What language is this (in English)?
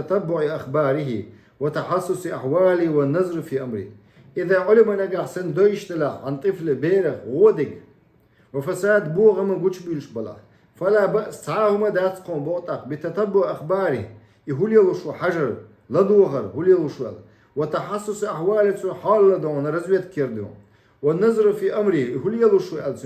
Chechen